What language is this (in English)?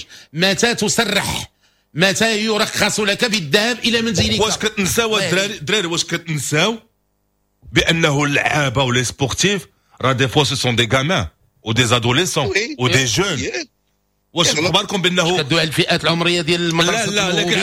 Moroccan Arabic